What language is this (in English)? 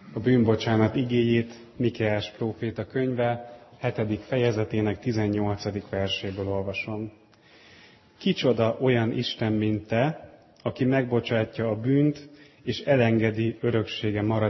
Hungarian